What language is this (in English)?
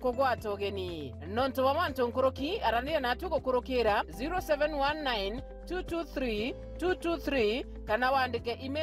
Meru